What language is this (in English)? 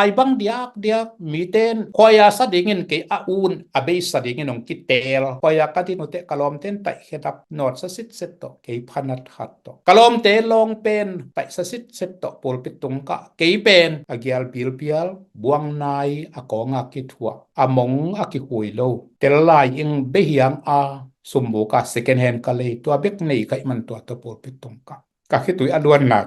Tedim Chin